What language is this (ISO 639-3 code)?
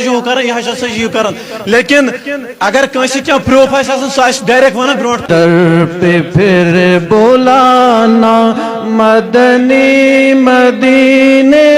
kas